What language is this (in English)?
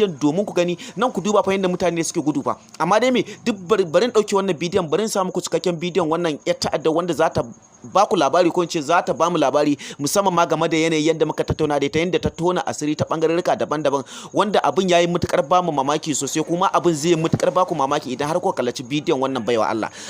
Hausa